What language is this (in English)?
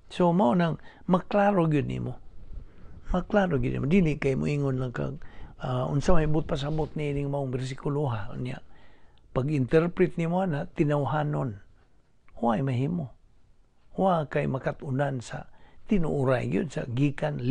Cebuano